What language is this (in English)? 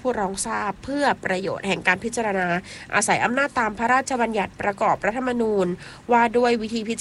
Thai